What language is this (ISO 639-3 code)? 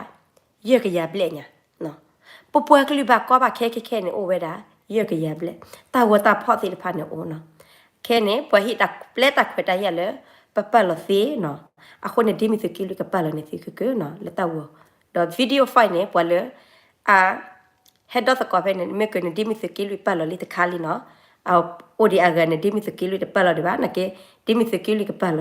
ksw